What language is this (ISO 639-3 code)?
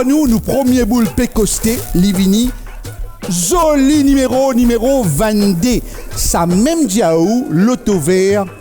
mfe